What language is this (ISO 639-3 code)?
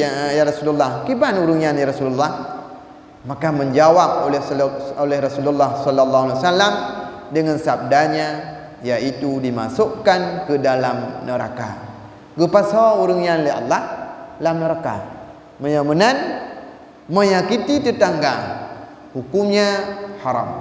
ace